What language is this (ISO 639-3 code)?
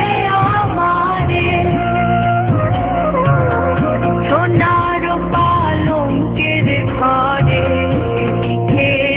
ben